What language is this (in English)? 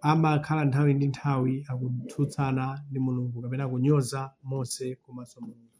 Nyanja